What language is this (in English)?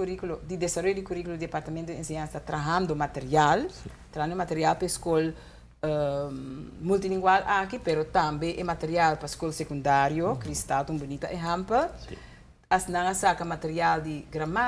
Papiamento